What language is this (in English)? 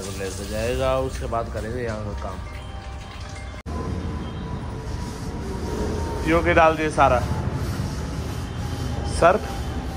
Hindi